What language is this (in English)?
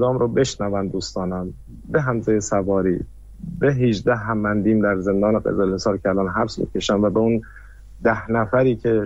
Persian